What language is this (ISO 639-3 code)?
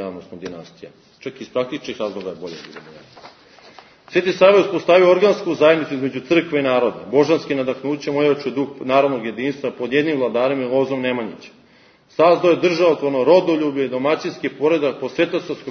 srp